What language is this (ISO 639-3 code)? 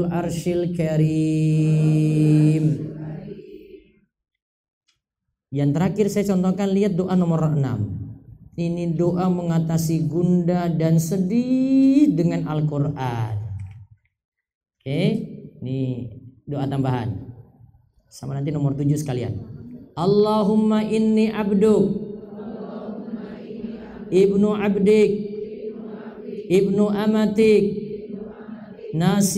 ind